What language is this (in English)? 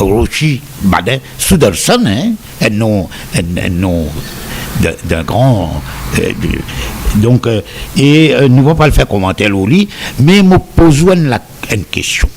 Morisyen